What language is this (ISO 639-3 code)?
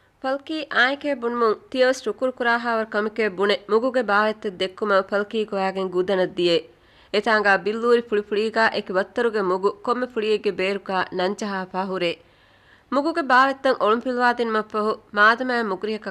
div